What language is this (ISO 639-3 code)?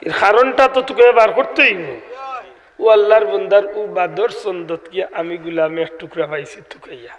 syl